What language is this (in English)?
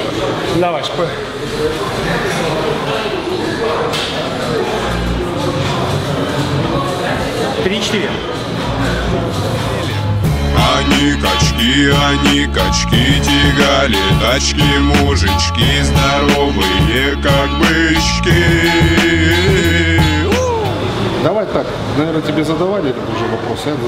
Russian